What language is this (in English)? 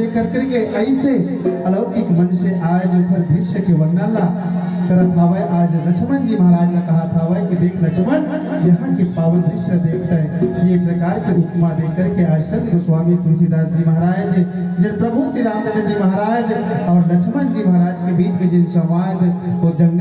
Chhattisgarhi